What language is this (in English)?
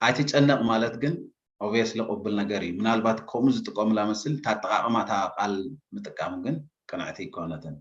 Tigrinya